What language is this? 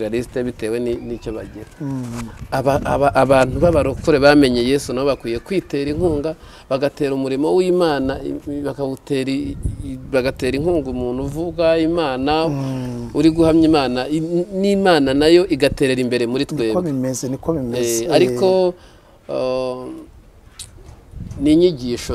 Kinyarwanda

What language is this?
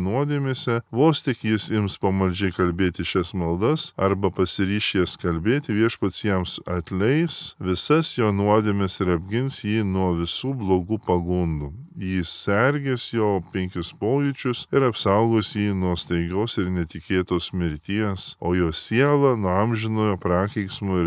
Lithuanian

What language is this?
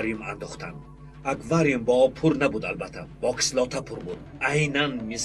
Tajik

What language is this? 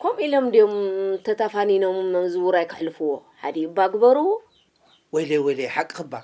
Tigrinya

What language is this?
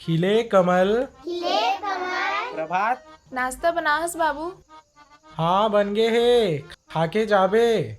Chhattisgarhi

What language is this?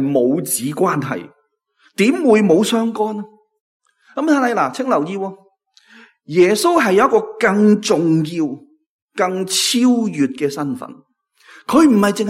Cantonese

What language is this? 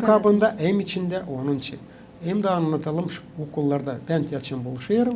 Gagauz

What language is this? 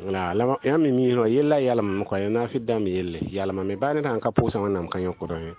Mossi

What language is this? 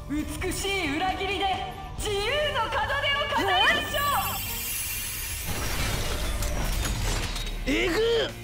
Japanese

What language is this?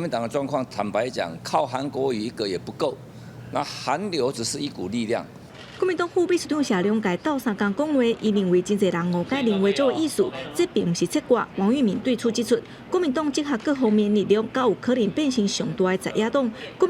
Min Nan Chinese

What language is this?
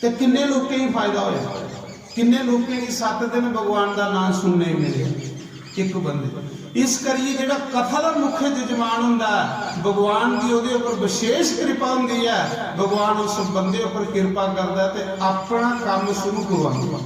Dogri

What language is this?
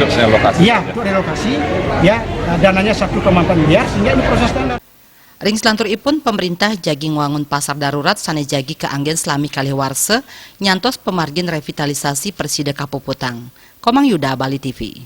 Balinese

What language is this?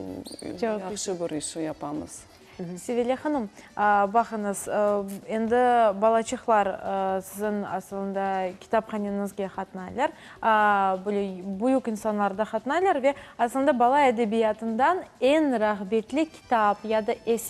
Crimean Tatar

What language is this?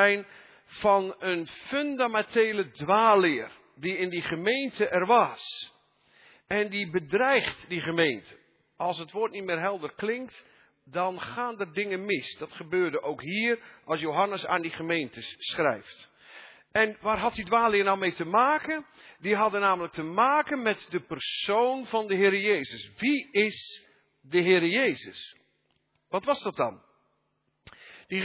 Dutch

